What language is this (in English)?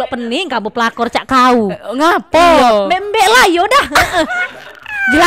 Musi